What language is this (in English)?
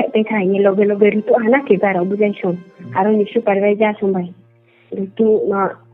Riang (India)